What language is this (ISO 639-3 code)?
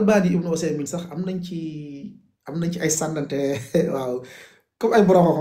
wol